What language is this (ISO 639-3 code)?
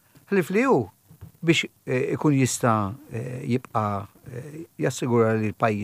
mlt